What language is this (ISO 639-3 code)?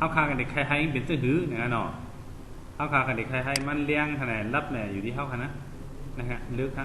shn